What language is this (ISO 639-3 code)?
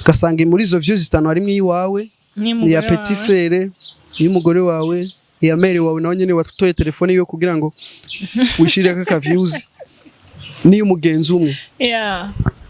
run